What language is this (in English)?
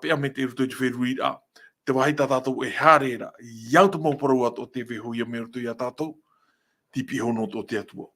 Tahitian